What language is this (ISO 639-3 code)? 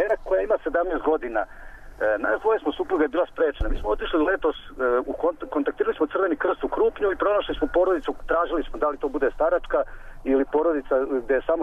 srp